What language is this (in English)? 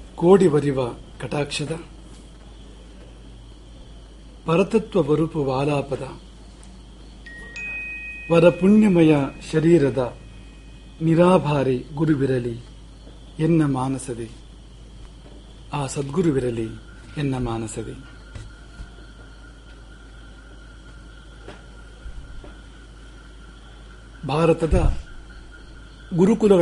Kannada